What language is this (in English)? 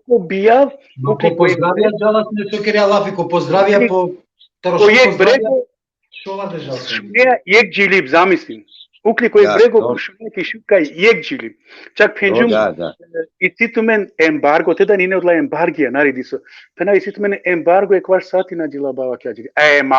Balkan Romani